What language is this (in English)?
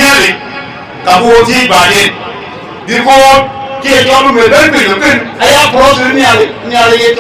Dinka